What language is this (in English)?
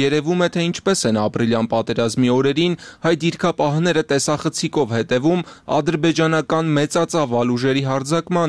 Armenian